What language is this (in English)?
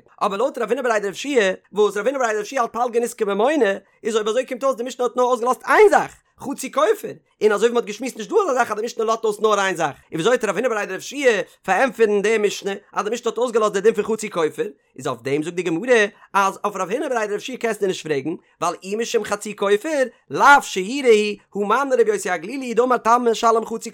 Yiddish